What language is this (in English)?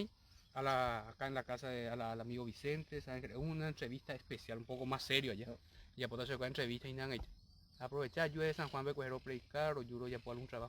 Guarani